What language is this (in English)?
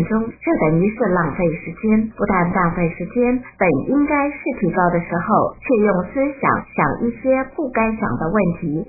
Chinese